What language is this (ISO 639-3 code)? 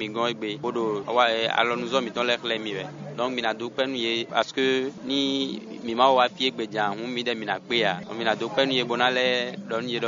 fon